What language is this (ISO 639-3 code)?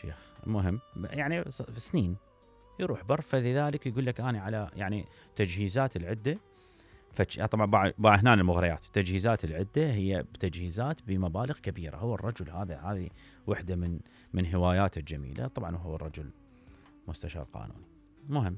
acm